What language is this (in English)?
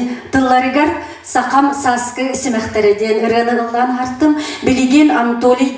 Yakut